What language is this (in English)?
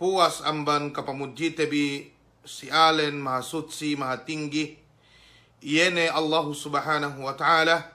Yakan